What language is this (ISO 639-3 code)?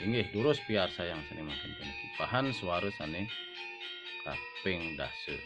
ban